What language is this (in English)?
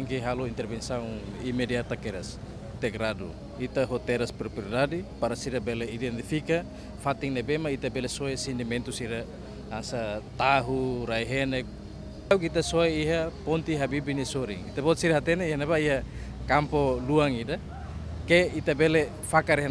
Tetum